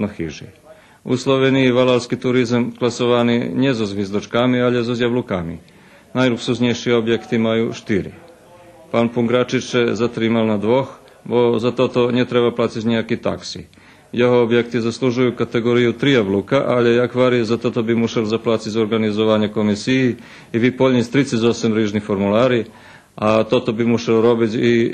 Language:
Rusyn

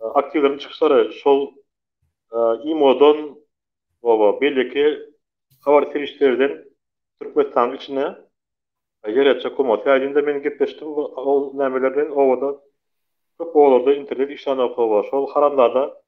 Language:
Turkmen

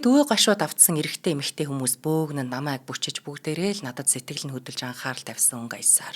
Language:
Mongolian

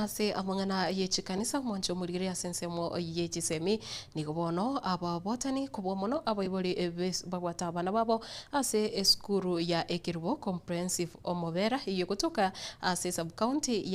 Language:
Gusii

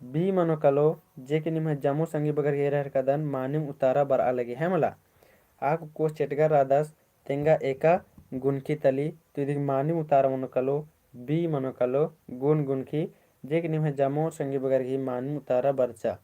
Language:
Kurukh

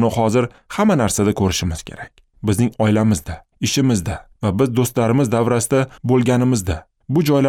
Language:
Uzbek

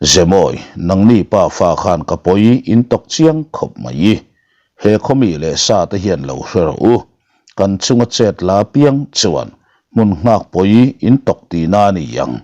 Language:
Mizo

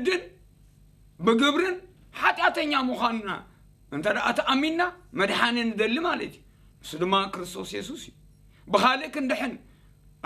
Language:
Tigrinya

